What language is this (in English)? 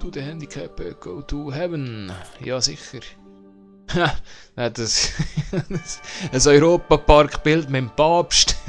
Swiss German